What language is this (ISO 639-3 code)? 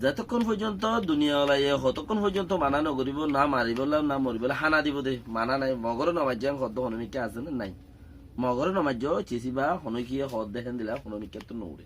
rhg